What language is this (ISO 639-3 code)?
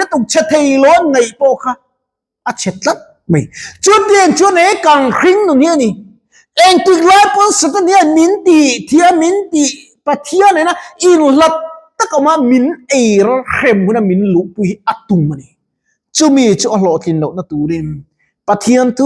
lus